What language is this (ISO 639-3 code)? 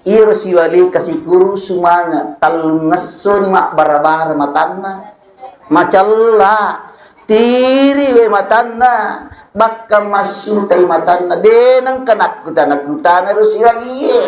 bug